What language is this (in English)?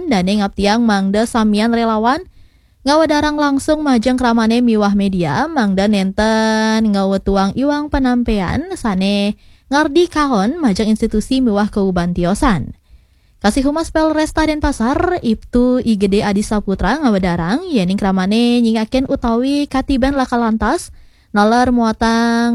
Balinese